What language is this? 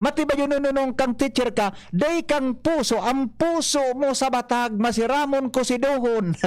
Bikol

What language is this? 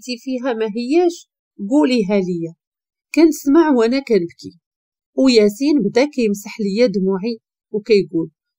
Moroccan Arabic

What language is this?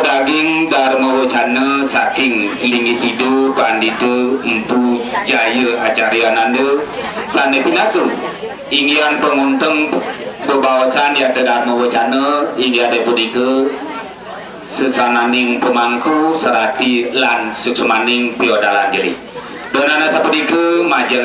Balinese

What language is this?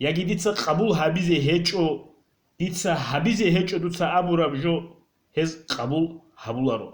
Avaric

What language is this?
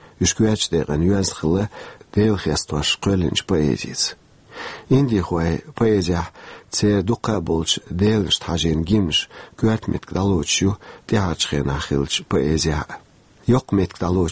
Chechen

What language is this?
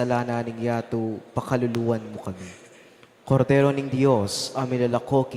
Pampanga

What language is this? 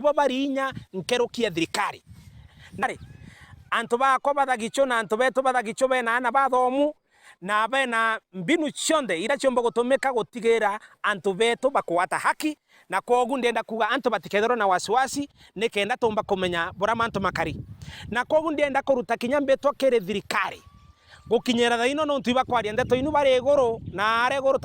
Meru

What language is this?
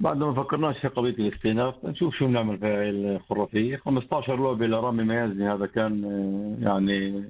North Levantine Arabic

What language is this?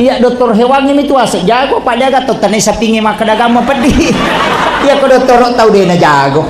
Buginese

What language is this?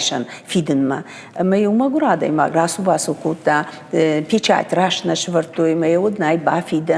Ossetic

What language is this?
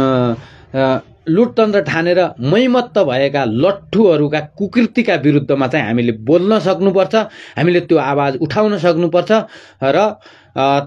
Nepali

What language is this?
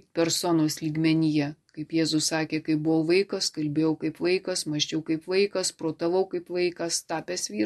Lithuanian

